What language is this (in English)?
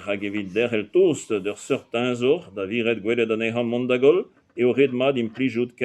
Breton